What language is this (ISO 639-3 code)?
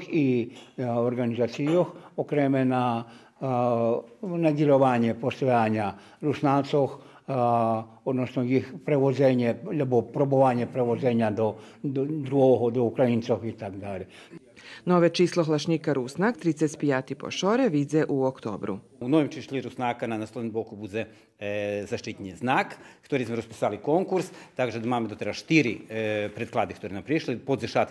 rue